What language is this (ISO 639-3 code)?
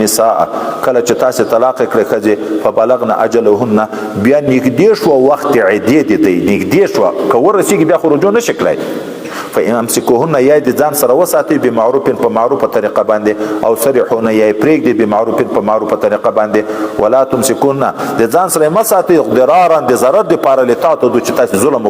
pus